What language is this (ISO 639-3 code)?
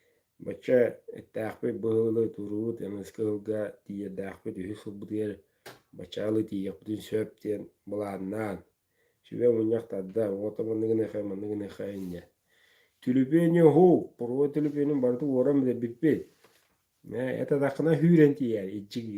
sah